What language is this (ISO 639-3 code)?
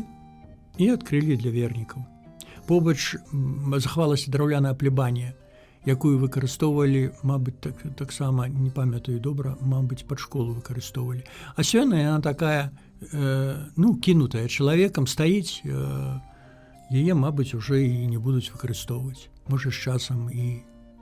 bel